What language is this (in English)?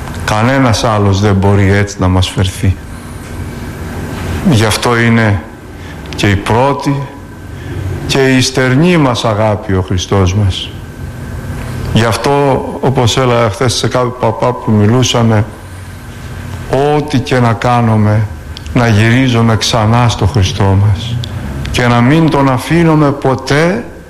Greek